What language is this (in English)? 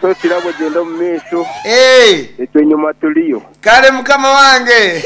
Nyankole